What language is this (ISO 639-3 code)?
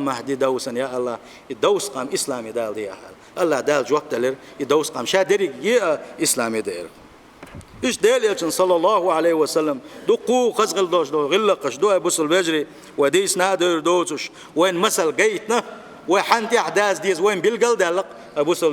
che